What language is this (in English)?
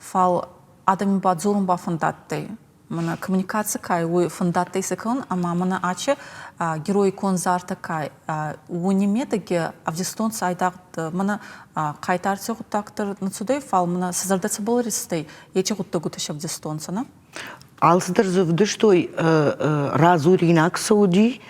Ossetic